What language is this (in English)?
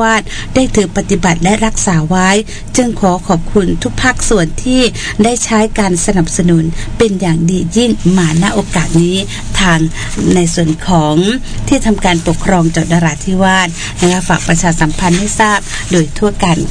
Thai